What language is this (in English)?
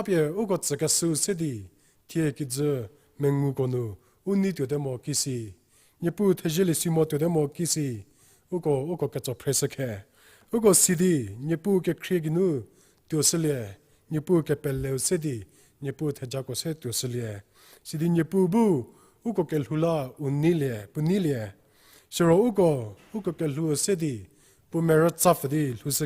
Angami Naga